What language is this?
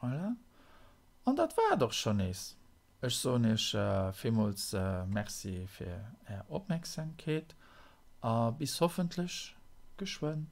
Luxembourgish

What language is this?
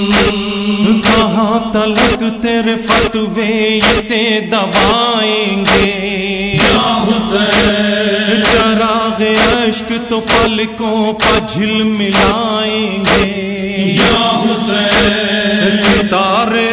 Urdu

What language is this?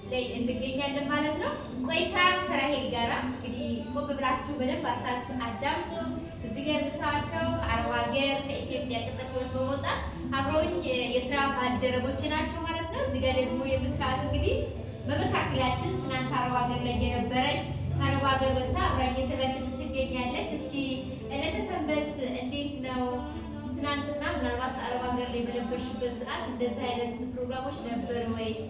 Amharic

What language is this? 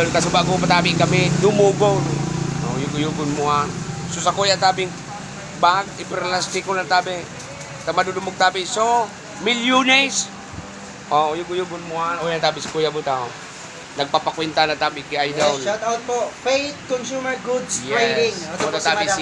Bikol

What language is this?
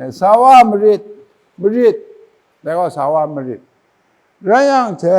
Kachin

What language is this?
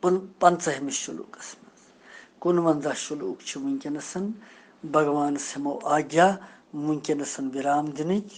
Kashmiri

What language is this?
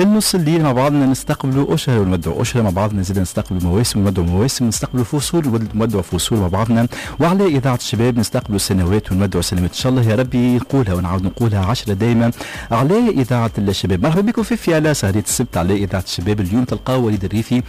Tunisian Arabic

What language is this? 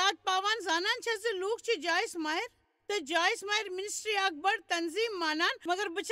Kashmiri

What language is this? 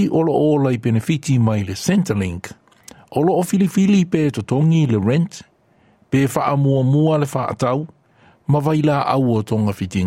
Samoan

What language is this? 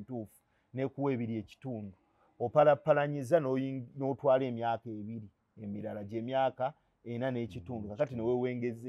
Ganda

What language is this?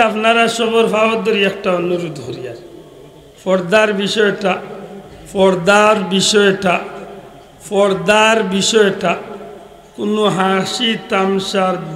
Sylheti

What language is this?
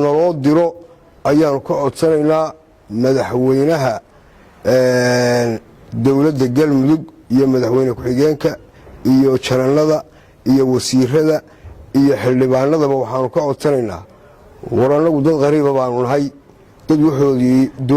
Somali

